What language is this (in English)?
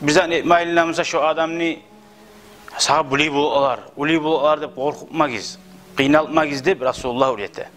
Kumyk